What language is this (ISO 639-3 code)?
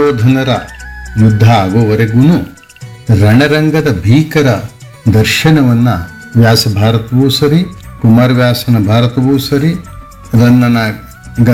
kan